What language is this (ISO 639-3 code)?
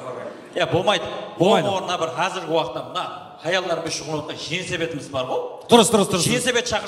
kaa